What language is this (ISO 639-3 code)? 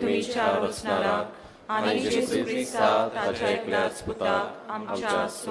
kok